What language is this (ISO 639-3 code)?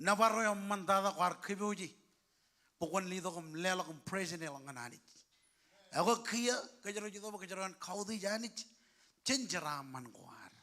mah